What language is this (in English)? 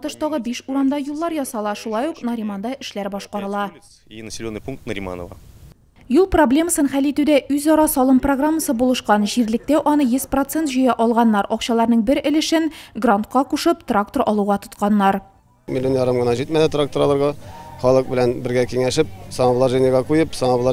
Tatar